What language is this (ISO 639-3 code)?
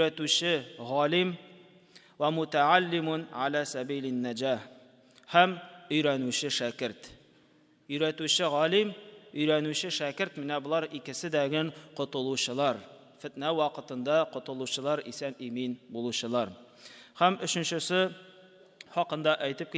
tat